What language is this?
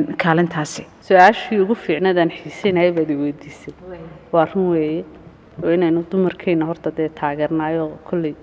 Somali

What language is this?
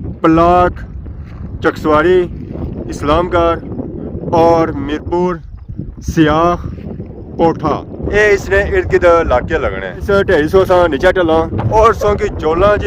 Pahari-Potwari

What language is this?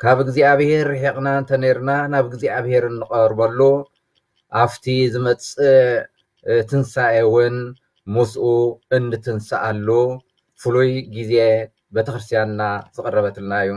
Tigrinya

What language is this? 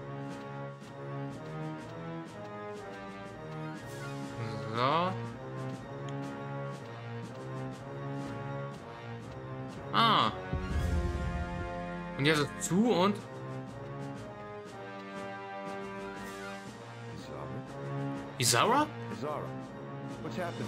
German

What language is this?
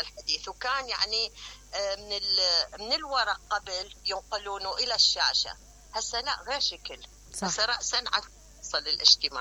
Mesopotamian Arabic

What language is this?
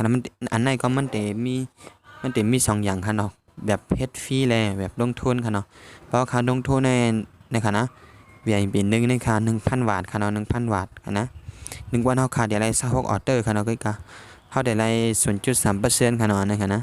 Shan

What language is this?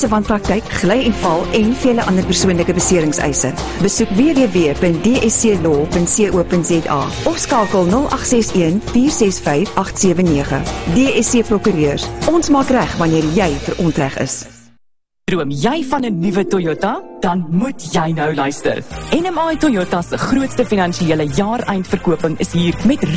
Afrikaans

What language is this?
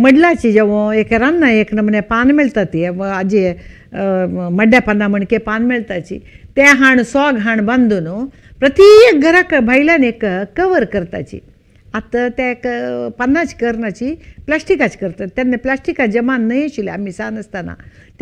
Konkani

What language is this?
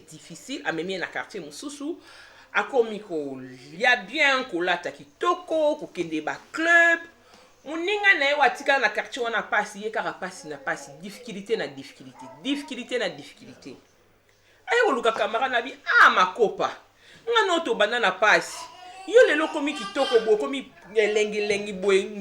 Lingala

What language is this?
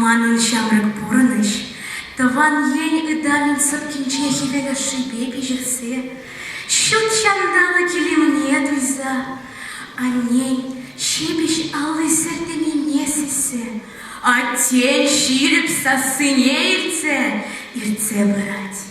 Chuvash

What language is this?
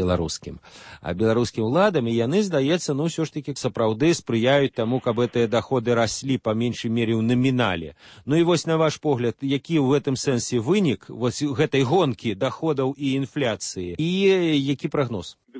Belarusian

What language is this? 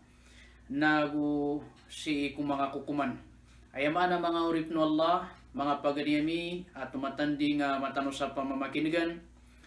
Maranao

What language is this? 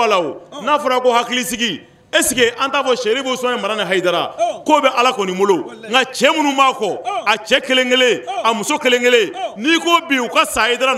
Bambara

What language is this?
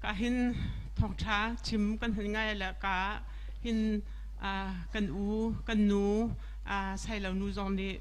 Hakha Chin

